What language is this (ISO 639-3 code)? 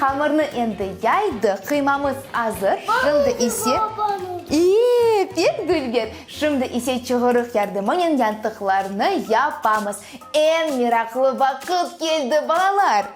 crh